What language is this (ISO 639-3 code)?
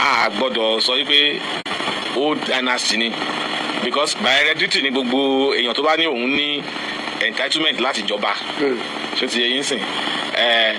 yor